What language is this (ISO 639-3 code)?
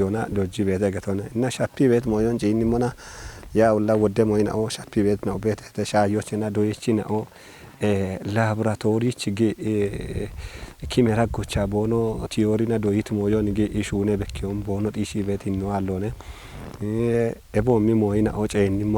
kbr